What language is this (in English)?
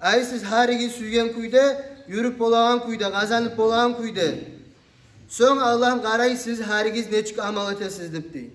Kumyk